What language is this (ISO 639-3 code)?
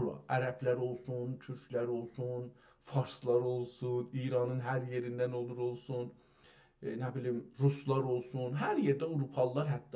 azb